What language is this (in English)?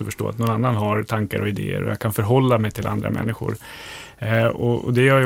Swedish